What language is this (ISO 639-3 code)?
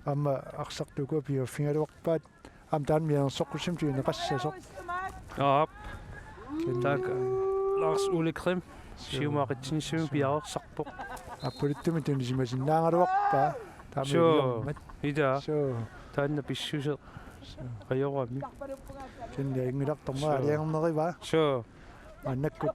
kal